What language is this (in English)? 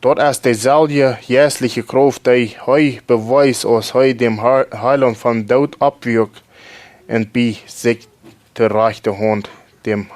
Plautdietsch